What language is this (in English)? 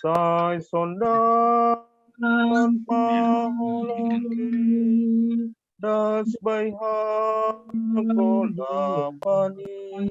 Batak Simalungun